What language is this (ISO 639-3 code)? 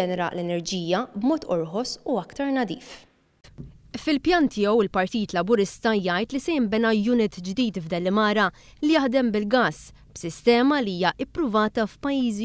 mlt